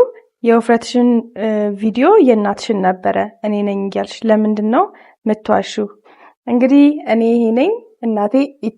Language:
Amharic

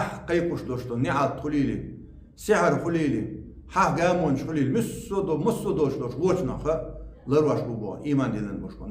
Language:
Chechen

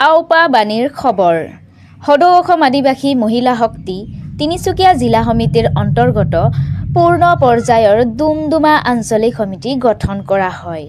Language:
Assamese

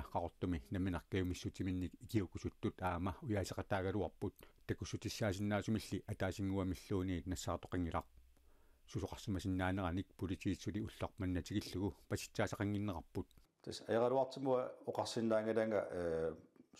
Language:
Kalaallisut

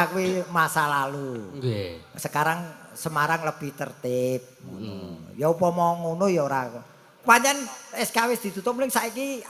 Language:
Javanese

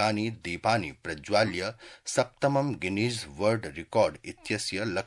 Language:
Sanskrit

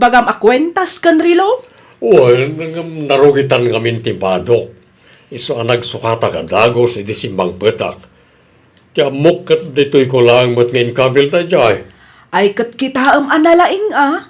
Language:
Iloko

